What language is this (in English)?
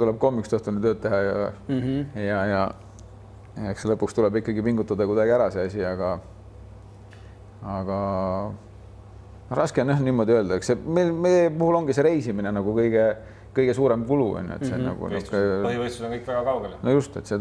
Estonian